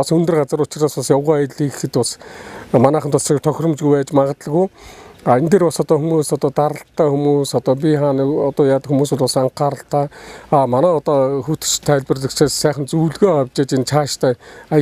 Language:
Mongolian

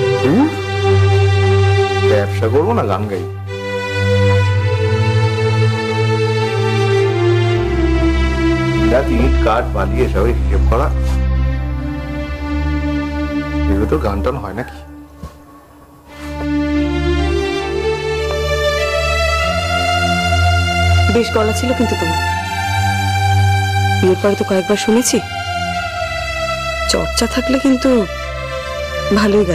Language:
Bangla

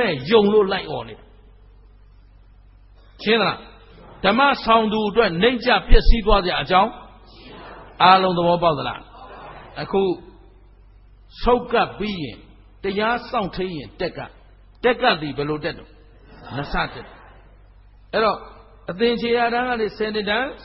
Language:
Burmese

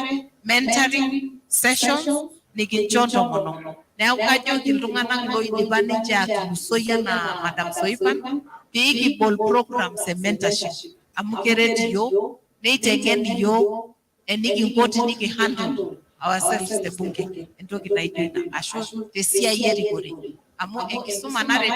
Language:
Masai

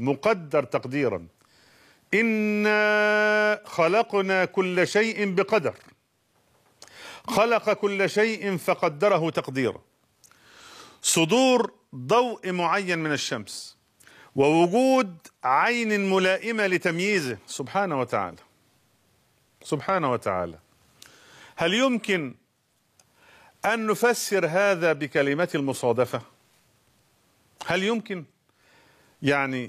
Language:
Arabic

